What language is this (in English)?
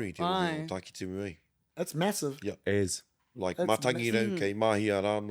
Māori